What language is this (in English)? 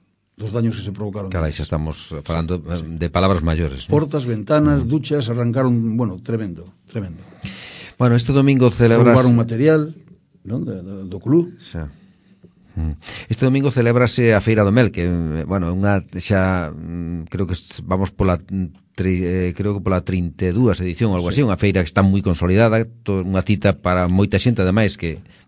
Galician